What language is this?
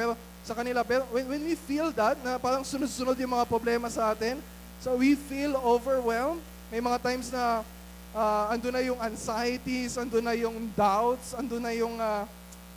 Filipino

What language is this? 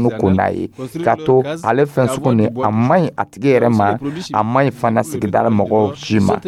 Dyula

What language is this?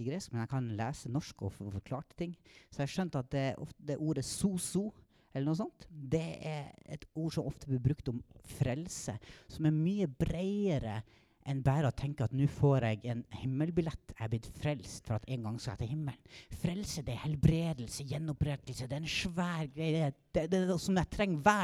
Norwegian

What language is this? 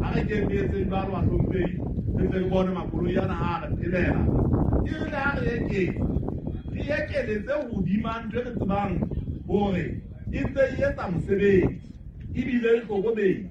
Southern Sotho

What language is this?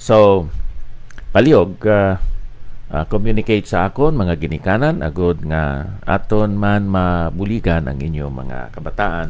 Hiligaynon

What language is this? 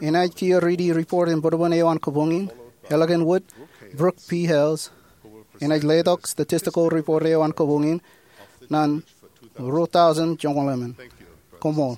Marshallese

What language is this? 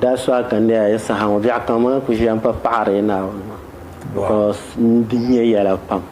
Dagbani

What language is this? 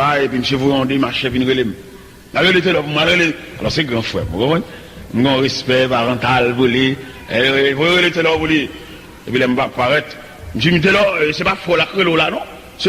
Haitian Creole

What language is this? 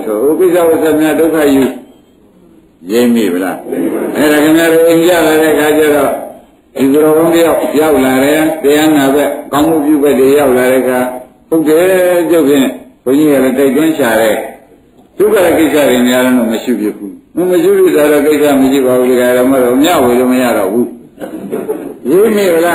Burmese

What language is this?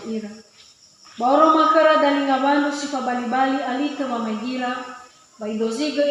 Nias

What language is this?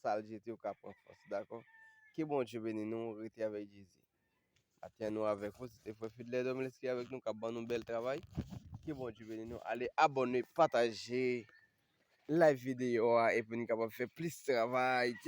Haitian Creole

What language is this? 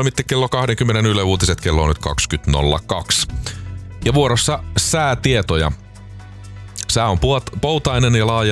Finnish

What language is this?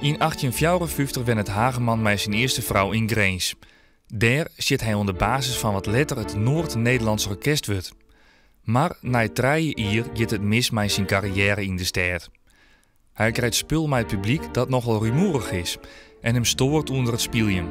Western Frisian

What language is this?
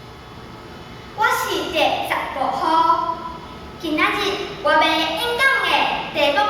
Min Nan Chinese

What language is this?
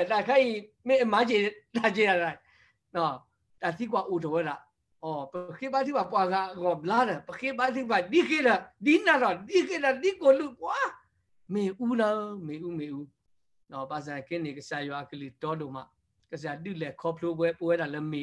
S'gaw Karen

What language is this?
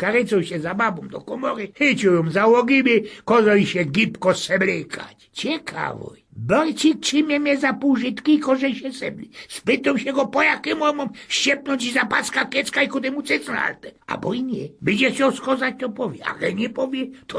Silesian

